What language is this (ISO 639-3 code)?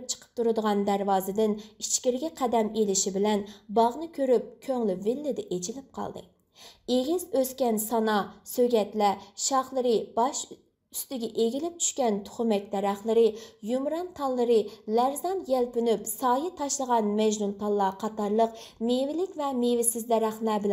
uig